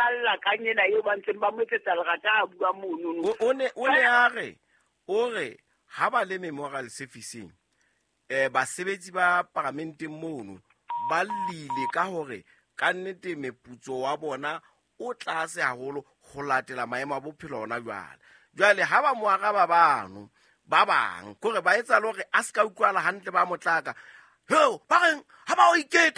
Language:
Southern Sotho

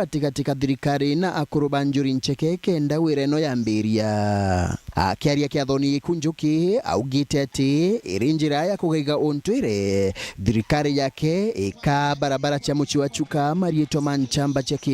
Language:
Meru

